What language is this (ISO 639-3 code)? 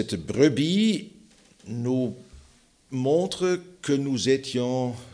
fra